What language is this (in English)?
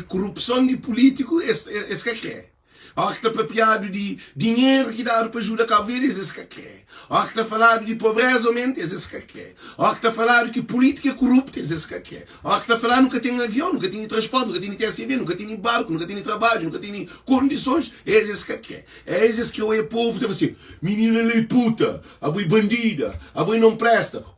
Kabuverdianu